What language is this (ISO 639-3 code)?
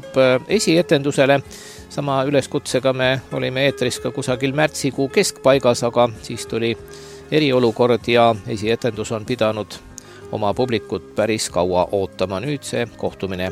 est